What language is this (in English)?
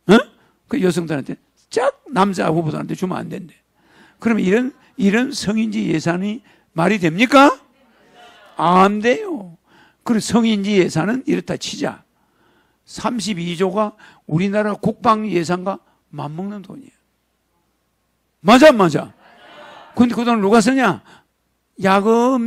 Korean